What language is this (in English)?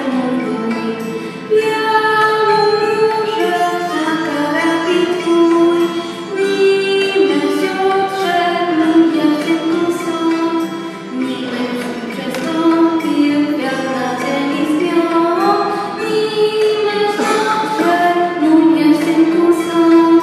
Polish